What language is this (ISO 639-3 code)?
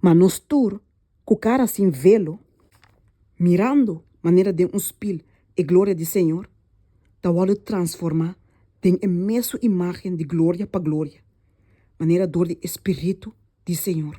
pap